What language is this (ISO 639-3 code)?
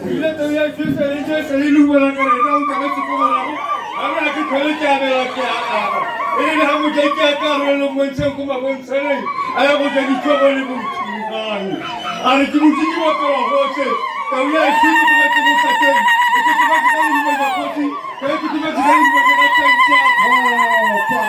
tsn